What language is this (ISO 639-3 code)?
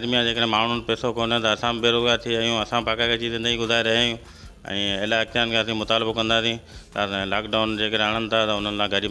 snd